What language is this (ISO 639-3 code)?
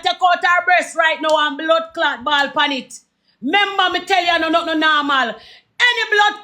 jam